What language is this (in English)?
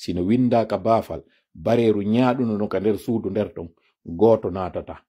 Pular